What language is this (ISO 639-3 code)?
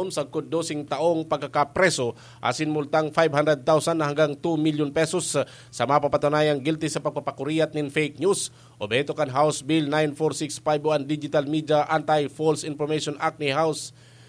bik